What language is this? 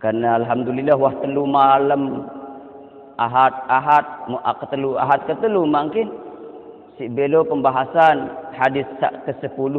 Sasak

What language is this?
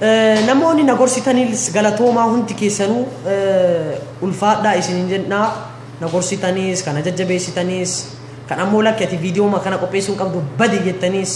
Oromo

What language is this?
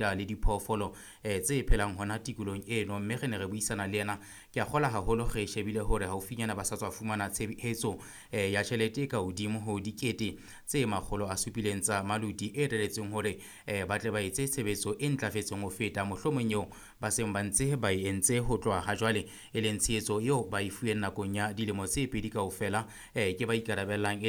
Southern Sotho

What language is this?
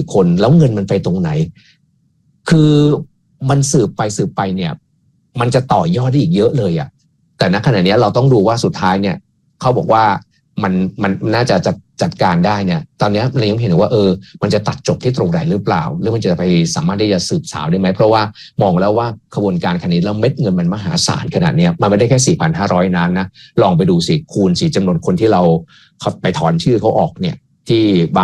Thai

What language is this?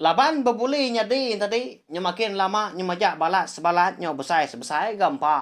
Iban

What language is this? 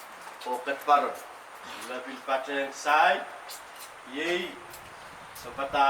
Pohnpeian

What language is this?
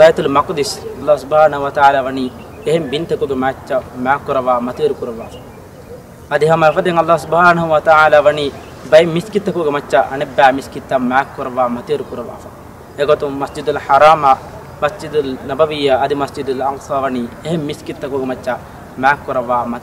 Divehi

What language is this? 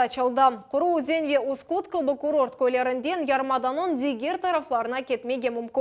Crimean Tatar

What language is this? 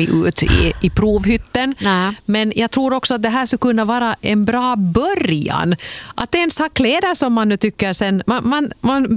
Swedish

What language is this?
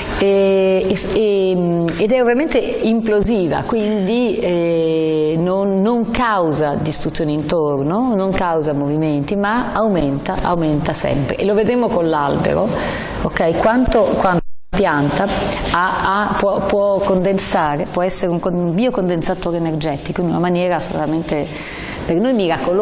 Italian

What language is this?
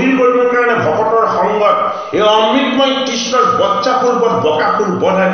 Assamese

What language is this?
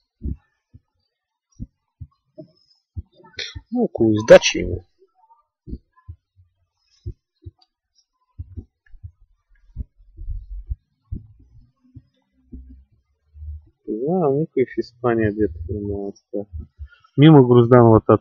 Bulgarian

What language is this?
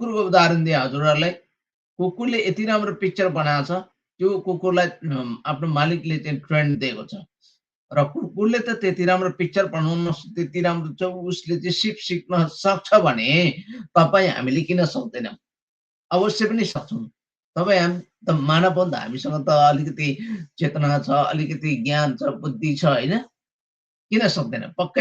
Nepali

